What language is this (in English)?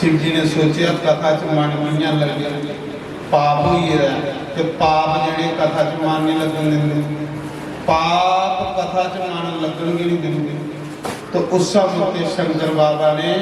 Dogri